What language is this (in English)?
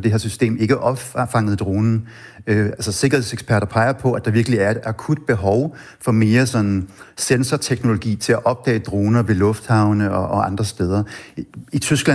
Danish